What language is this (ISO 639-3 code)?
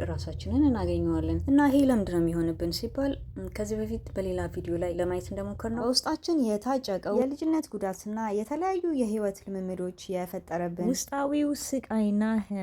amh